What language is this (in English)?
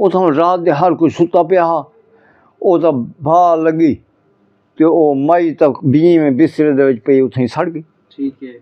Saraiki